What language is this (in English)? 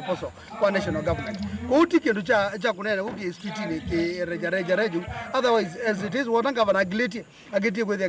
Kamba